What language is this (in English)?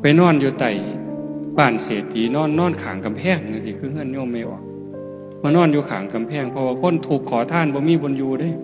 Northeastern Thai